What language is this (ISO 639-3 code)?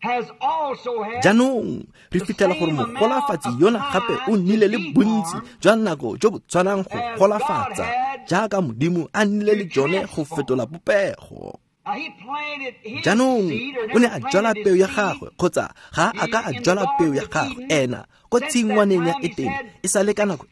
tsn